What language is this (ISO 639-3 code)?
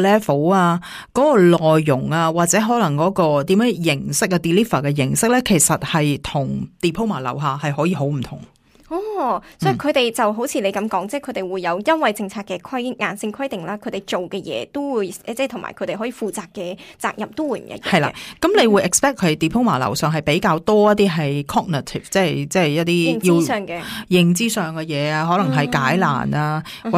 yue